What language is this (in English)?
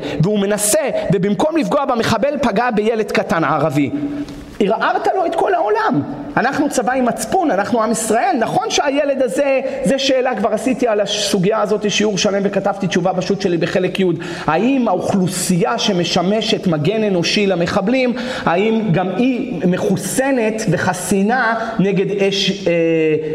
Hebrew